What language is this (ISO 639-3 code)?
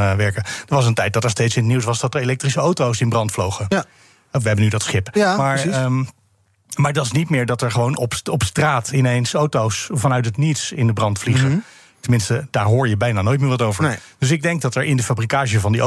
nld